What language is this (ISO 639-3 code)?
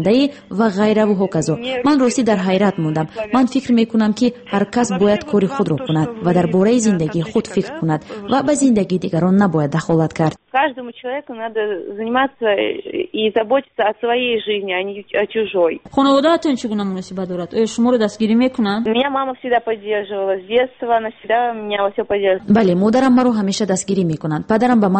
tgk